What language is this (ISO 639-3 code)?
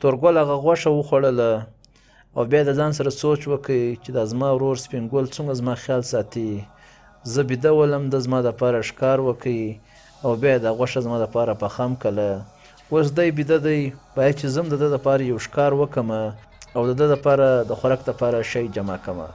pus